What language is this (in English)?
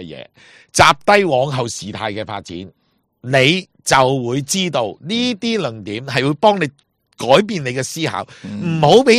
Cantonese